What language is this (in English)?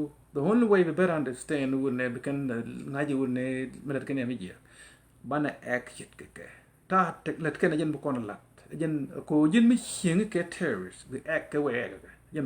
Nuer